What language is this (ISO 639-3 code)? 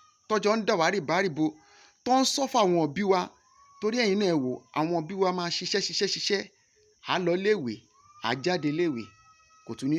yor